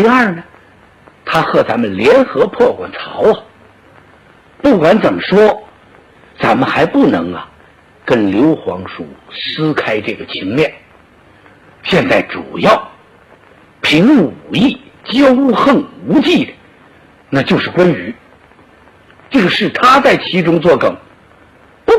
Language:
Chinese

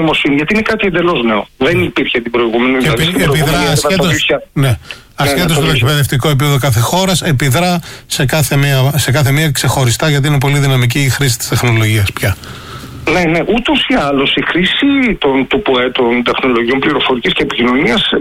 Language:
Greek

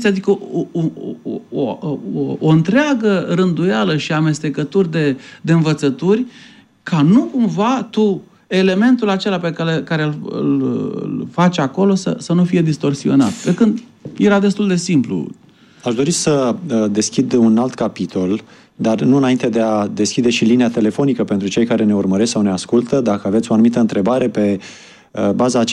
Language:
Romanian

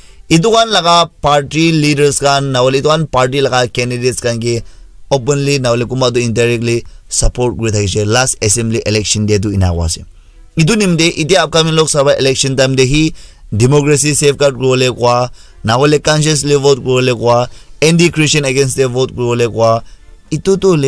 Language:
Naga Pidgin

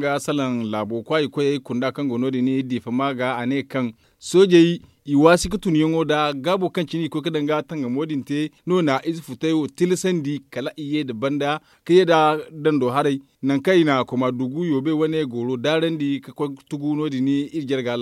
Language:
Zarma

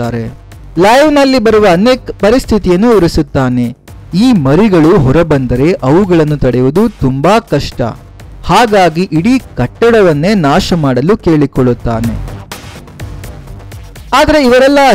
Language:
Kannada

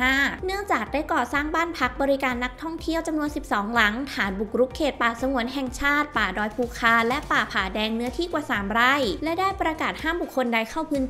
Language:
Thai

